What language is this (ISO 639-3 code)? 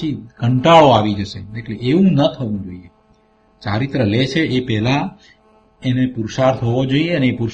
guj